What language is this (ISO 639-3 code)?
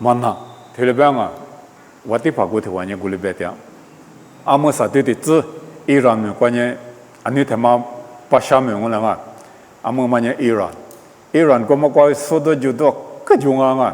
lis